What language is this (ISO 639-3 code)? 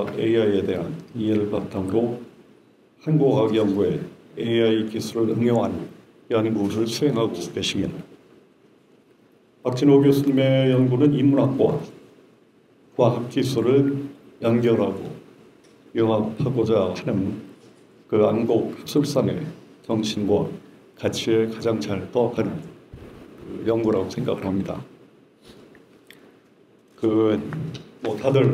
kor